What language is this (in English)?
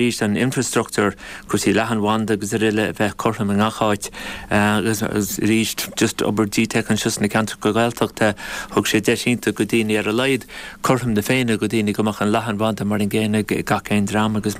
Irish